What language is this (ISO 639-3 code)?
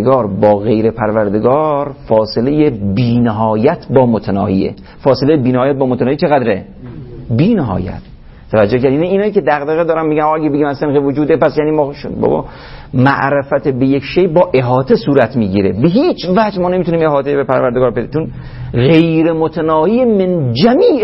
fas